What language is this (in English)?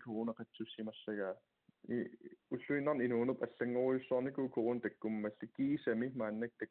Kalaallisut